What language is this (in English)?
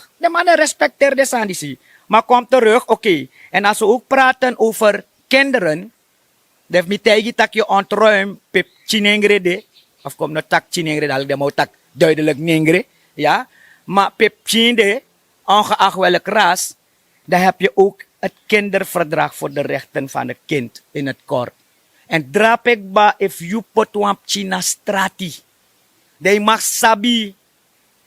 Sranan Tongo